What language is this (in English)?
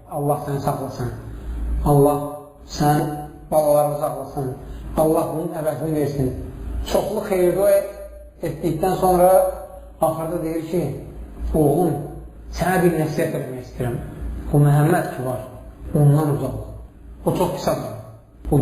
Azerbaijani